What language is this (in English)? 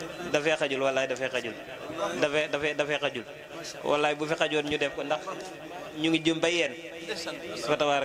Wolof